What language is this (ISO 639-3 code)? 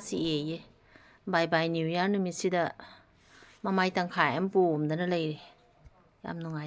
mni